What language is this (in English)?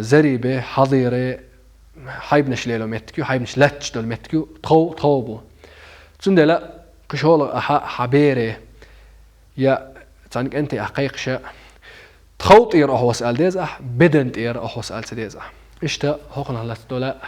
Chechen